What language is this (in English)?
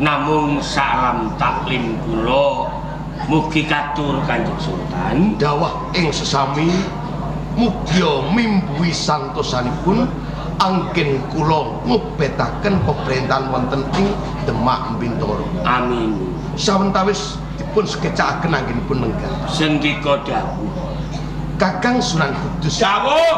Javanese